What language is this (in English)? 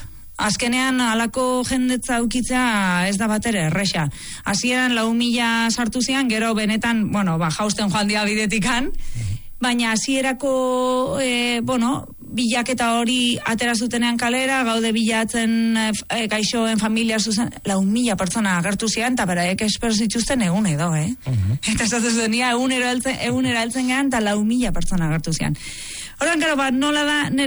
Basque